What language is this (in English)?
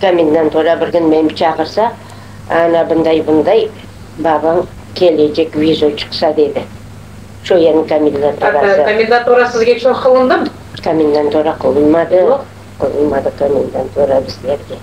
Crimean Tatar